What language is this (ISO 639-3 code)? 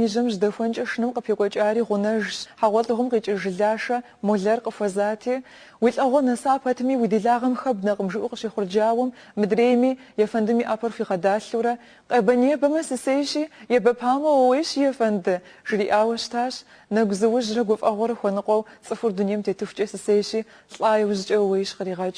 kbd